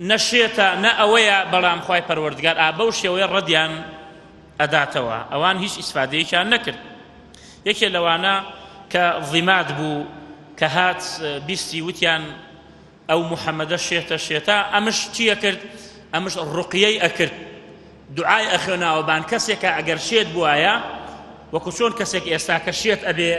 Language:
Central Kurdish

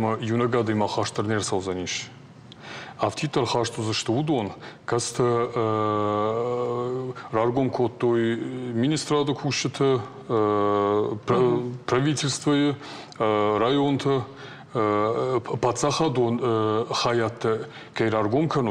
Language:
Ossetic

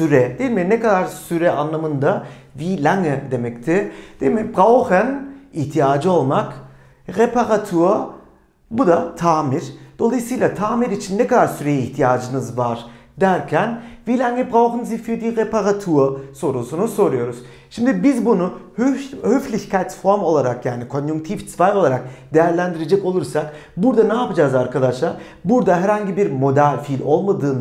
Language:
Turkish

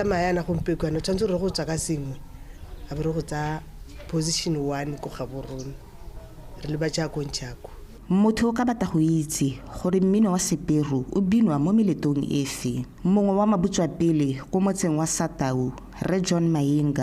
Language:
Tswana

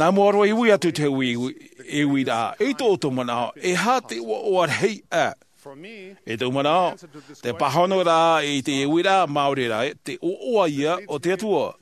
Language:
Tahitian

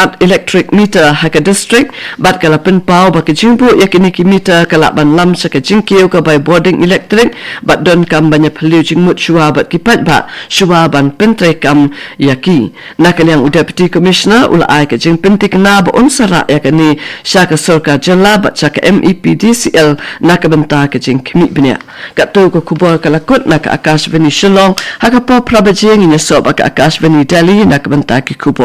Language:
Khasi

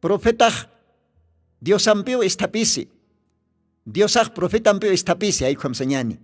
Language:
Aymara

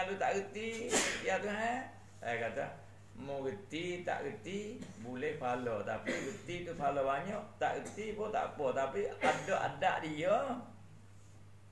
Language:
Malay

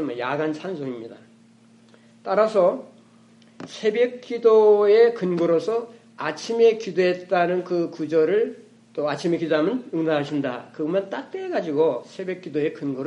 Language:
Korean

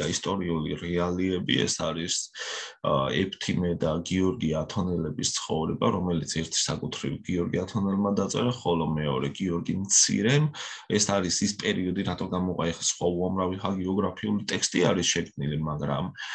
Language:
Georgian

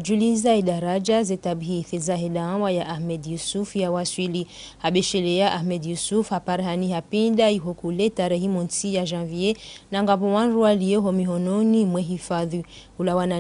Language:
Ngazidja Comorian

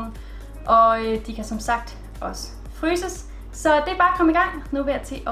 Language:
Danish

